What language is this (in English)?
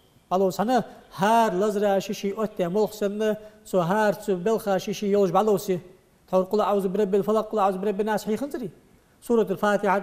Ingush